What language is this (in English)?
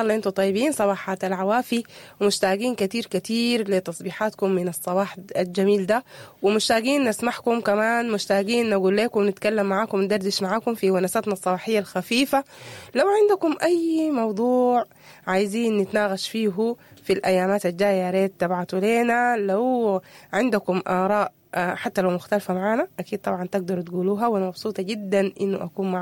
Sudanese Arabic